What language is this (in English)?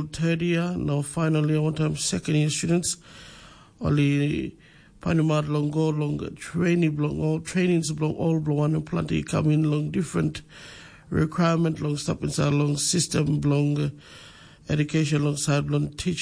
Tok Pisin